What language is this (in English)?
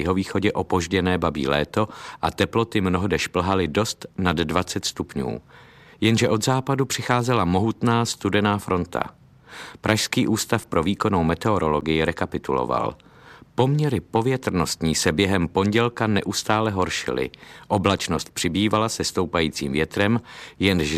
Czech